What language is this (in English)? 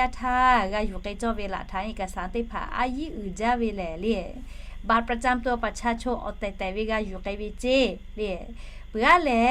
Lahu